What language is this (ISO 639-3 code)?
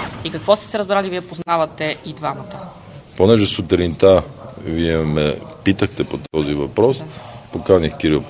bul